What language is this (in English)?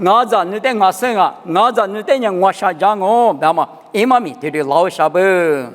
Lisu